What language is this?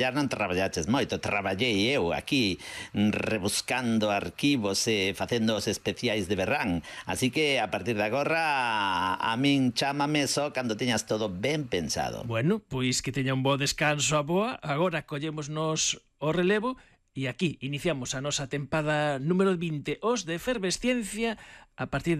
Galician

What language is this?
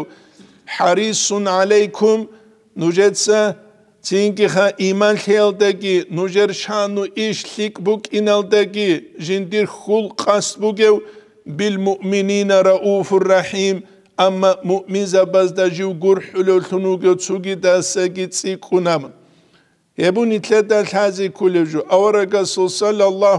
Avaric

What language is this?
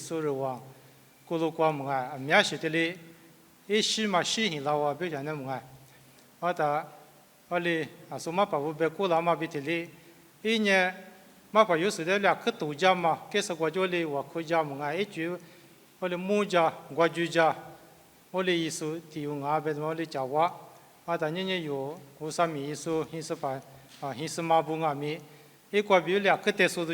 Lisu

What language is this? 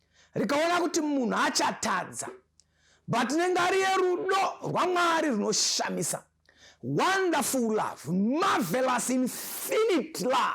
Shona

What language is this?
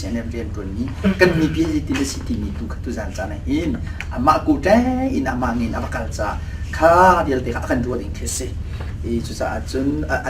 Hakha Chin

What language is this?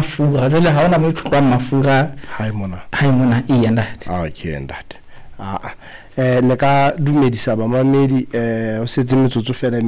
Southern Sotho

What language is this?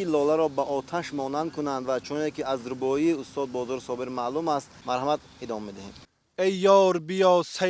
Tajik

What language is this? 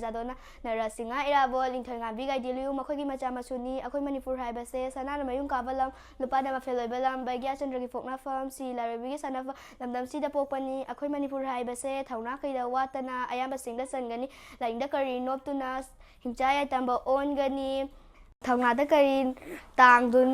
Manipuri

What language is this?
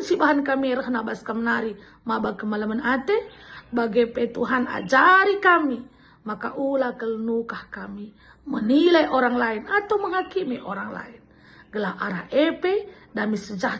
Batak Karo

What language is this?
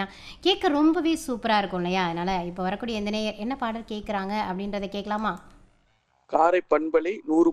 Tamil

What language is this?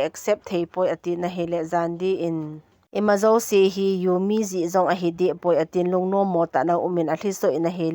Thado Chin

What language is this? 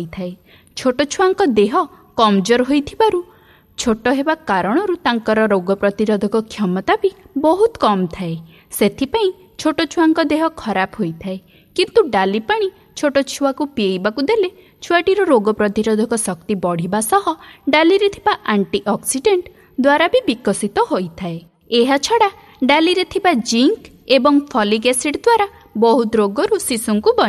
Odia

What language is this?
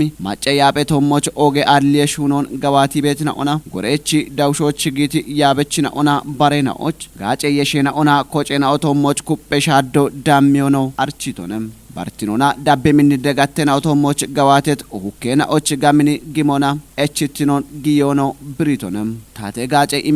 Kafa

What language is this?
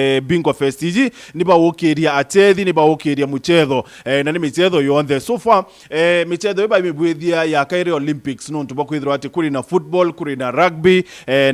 Meru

